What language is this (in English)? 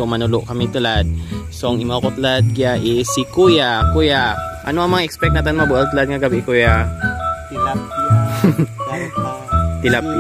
Hiligaynon